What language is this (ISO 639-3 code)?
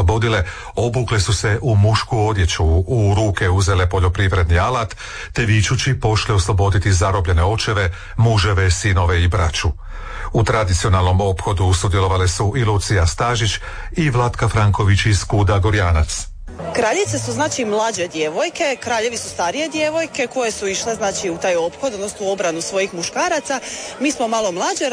hrv